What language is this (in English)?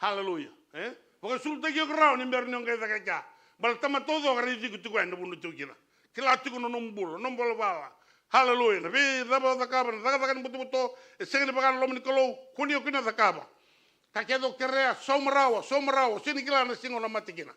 Fijian